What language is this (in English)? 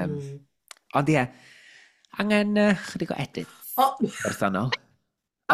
Welsh